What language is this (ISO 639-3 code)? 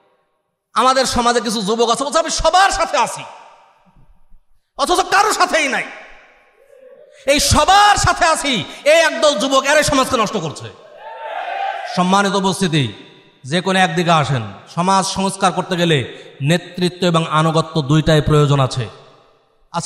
ben